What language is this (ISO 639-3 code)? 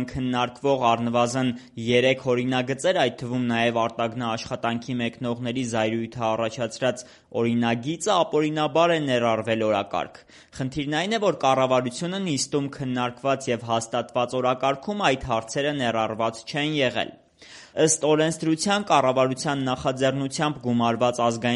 hye